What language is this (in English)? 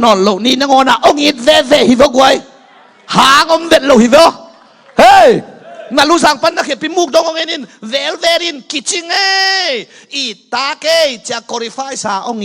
Tedim Chin